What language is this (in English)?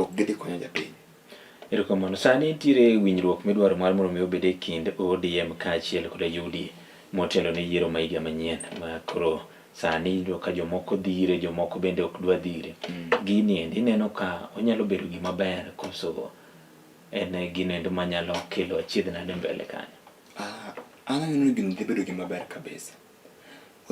Luo (Kenya and Tanzania)